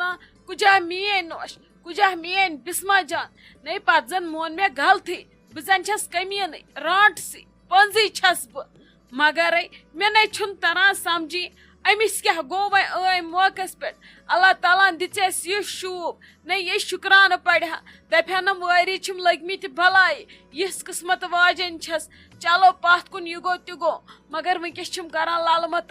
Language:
Kashmiri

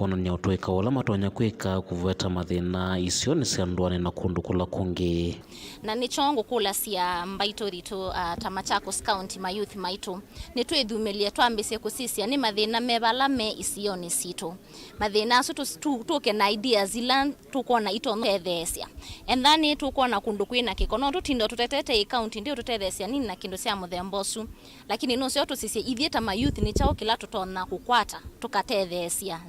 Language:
Kamba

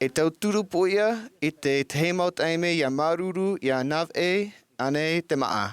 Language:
Tahitian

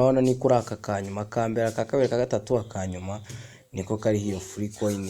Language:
Kinyarwanda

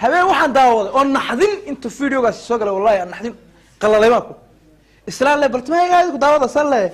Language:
Somali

